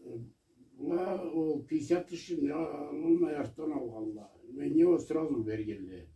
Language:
Karachay-Balkar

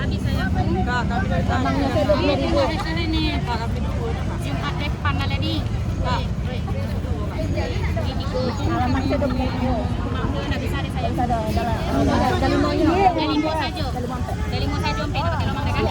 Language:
Minangkabau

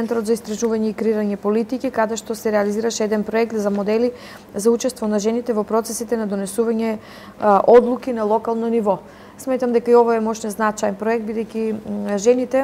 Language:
Macedonian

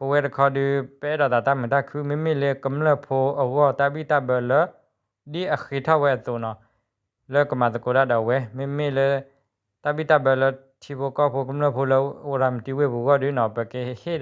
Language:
S'gaw Karen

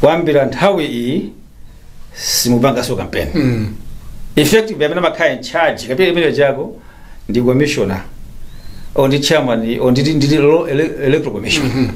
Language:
Nyanja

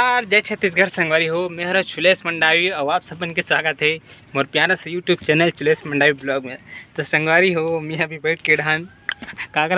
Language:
Chhattisgarhi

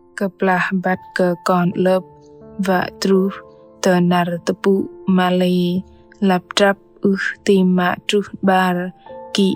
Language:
Bahnar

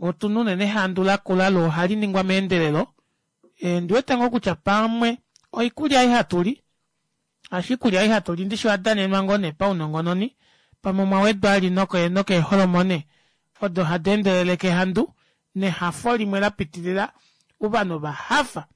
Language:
Kuanyama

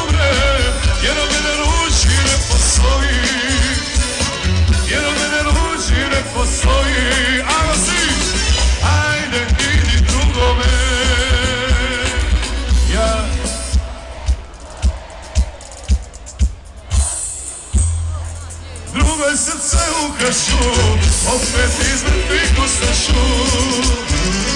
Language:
Croatian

